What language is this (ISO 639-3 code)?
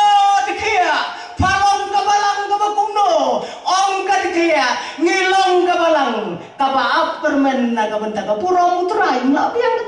kha